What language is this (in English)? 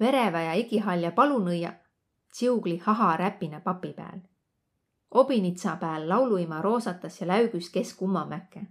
Võro